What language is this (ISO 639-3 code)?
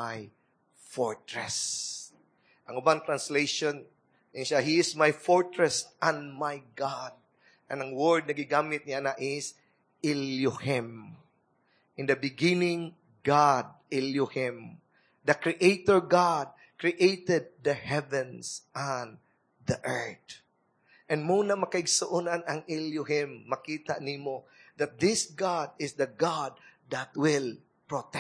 ceb